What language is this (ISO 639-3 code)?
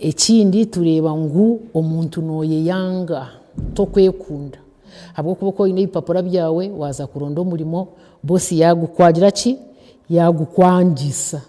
nyn